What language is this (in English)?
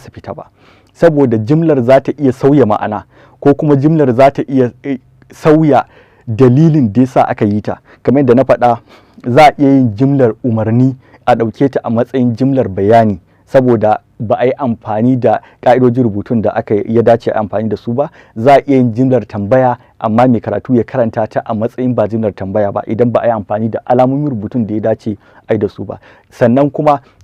Hausa